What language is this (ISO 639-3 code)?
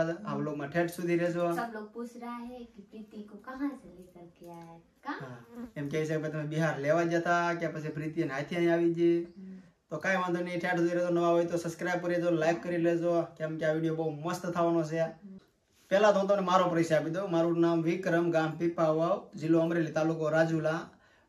guj